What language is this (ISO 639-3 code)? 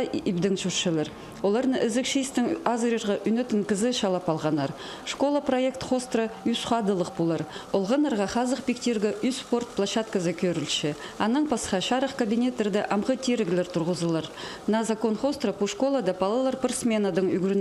kjh